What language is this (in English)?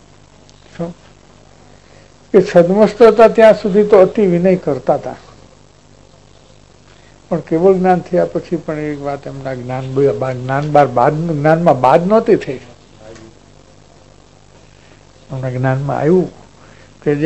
Gujarati